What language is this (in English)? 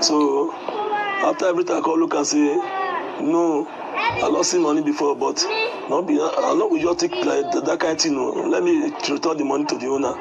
Nigerian Pidgin